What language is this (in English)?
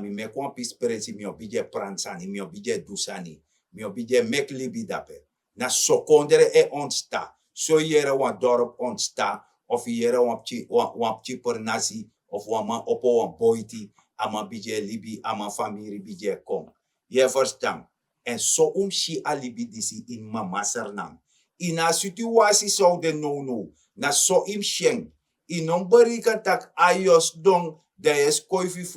Sranan Tongo